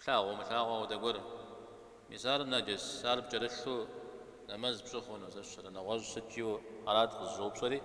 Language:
Kabardian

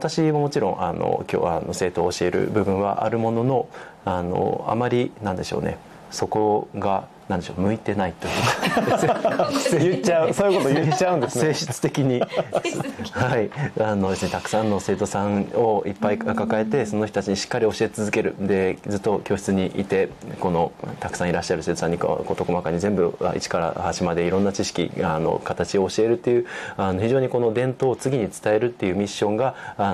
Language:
Japanese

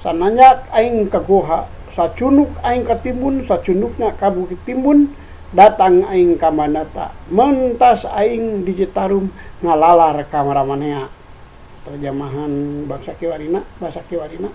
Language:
Sundanese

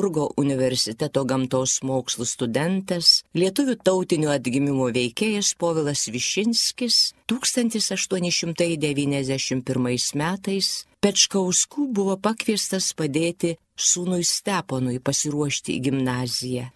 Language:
Lithuanian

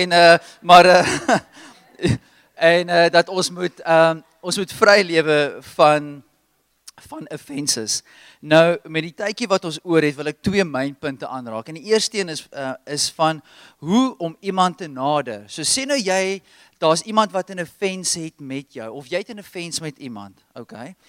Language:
Afrikaans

